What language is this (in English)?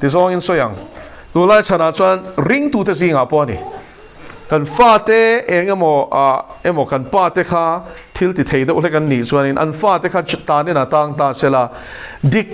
Mizo